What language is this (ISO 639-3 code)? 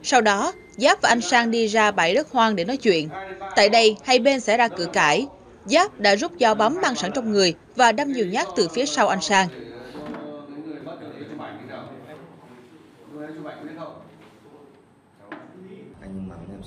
vie